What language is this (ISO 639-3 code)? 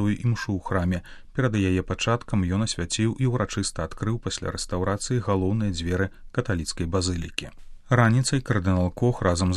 bel